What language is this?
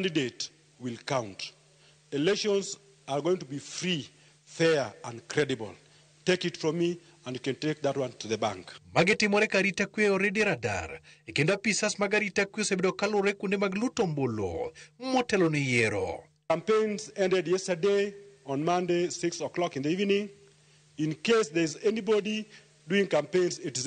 Luo (Kenya and Tanzania)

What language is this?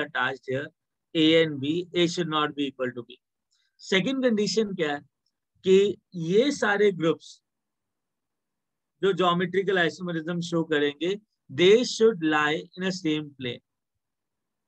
Hindi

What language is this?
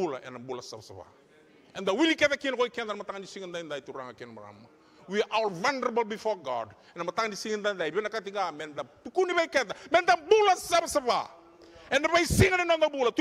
Fijian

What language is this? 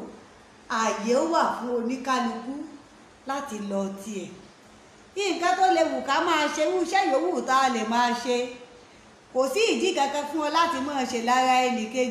Yoruba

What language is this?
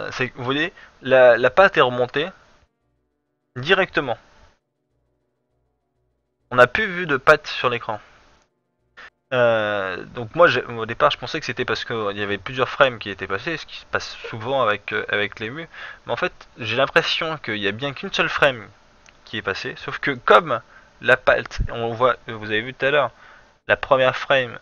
French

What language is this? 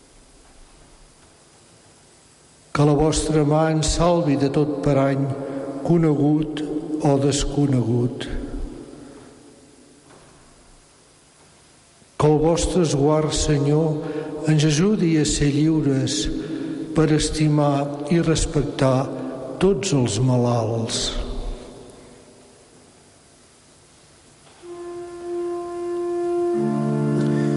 Catalan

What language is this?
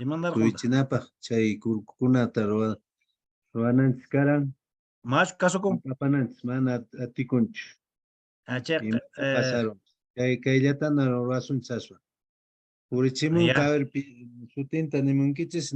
Quechua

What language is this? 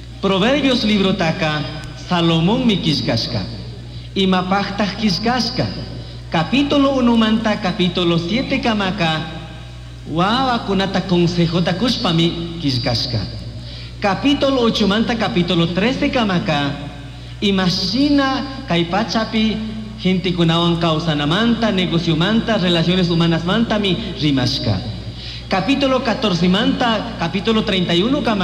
Chimborazo Highland Quichua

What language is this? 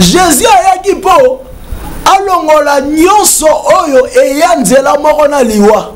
Lingala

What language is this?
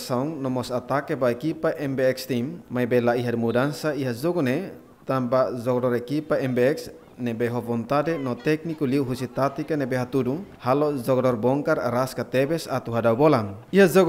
Tetum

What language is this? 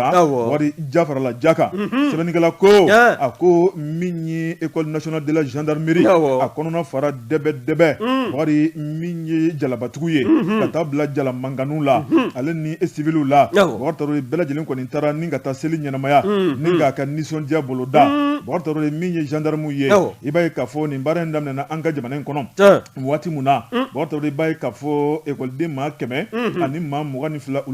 Bambara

